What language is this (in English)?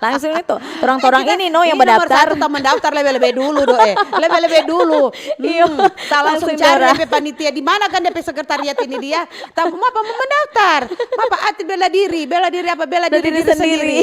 Manado Malay